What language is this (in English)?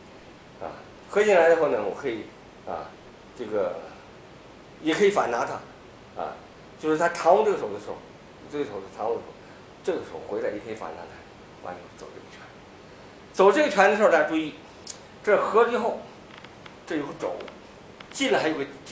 Chinese